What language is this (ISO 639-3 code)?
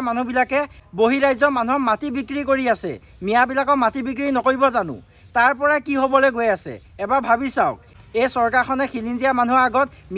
asm